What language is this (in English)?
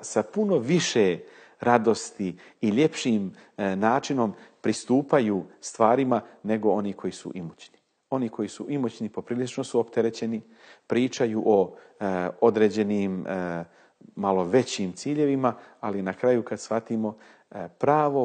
Bosnian